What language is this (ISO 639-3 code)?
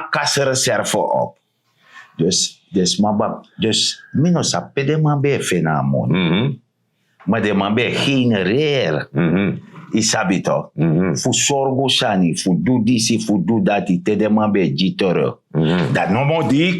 srn